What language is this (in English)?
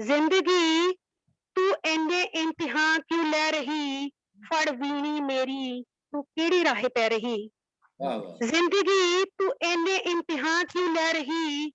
Dogri